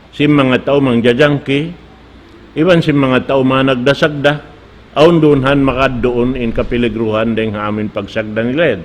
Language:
Tausug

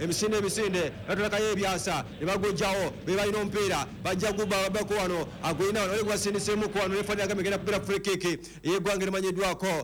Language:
Ganda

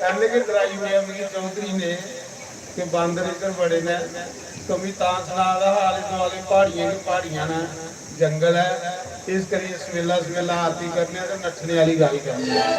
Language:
Dogri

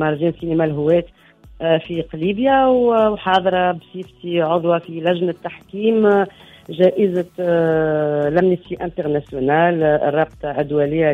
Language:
Tunisian Arabic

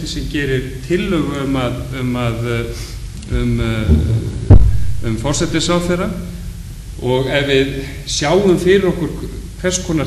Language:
Icelandic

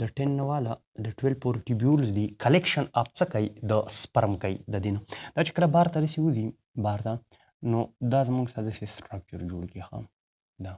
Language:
Pashto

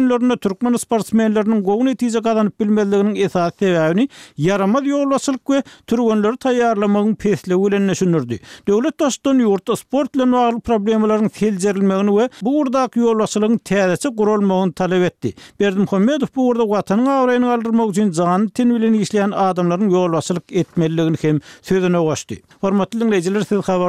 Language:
Turkmen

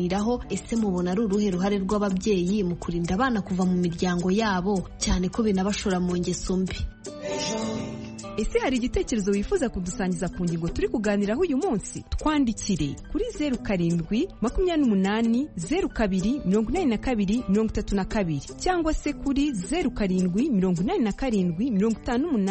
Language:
Kinyarwanda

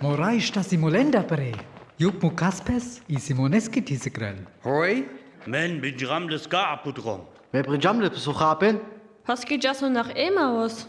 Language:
Sinte Romani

